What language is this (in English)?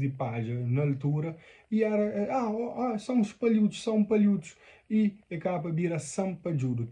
Kabuverdianu